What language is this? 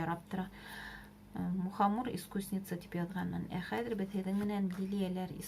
Bashkir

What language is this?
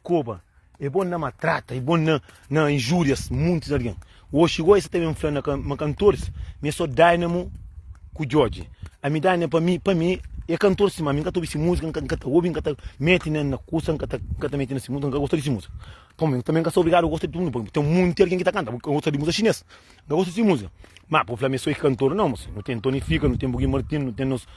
Kabuverdianu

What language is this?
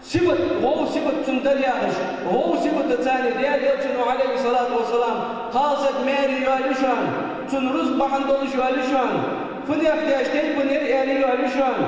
Ingush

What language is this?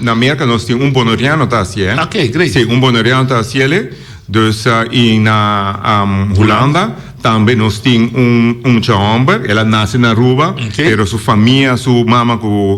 Papiamento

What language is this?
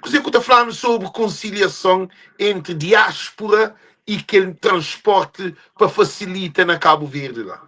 Kabuverdianu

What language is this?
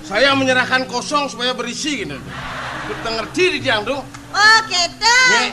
Balinese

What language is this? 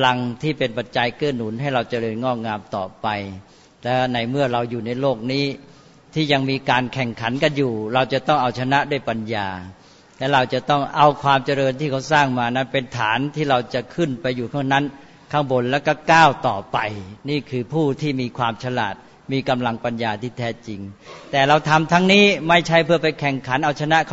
Thai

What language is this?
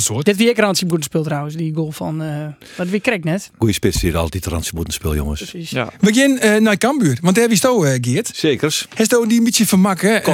Western Frisian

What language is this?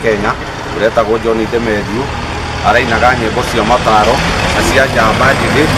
Kikuyu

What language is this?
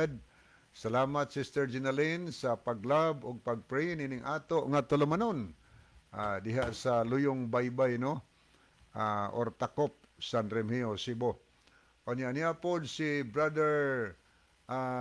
Cebuano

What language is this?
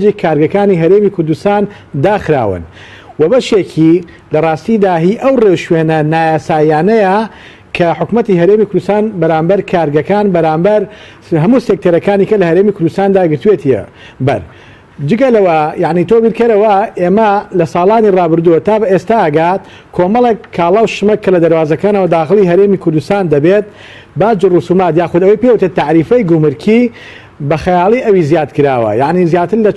Central Kurdish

